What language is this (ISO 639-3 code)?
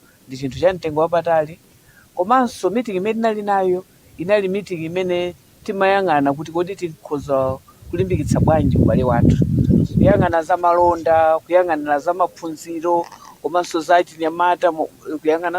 nya